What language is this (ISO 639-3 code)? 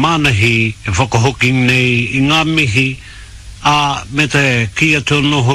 mri